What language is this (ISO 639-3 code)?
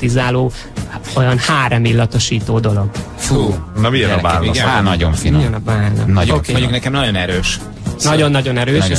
hun